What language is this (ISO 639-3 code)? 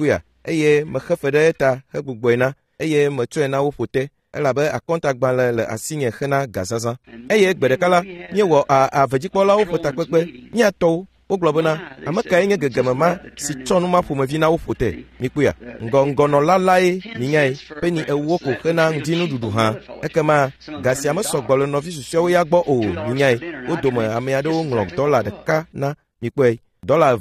ewe